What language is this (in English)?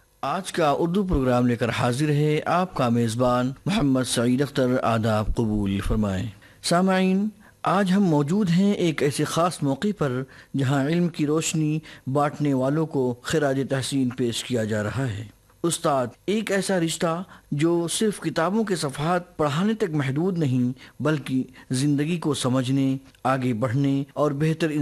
Urdu